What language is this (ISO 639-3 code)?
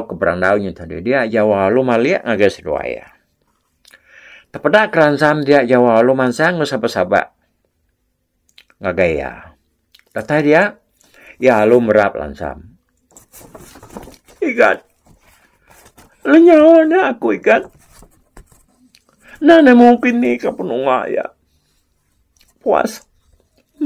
iba